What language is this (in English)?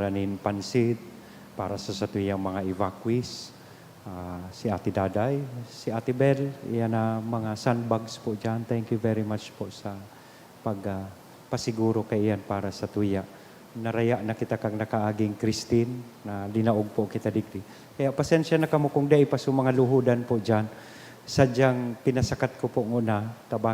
Bikol